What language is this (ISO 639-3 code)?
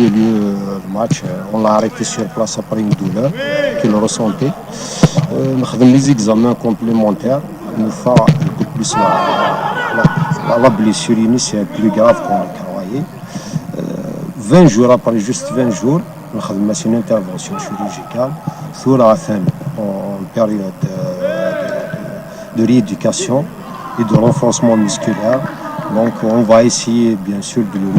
kab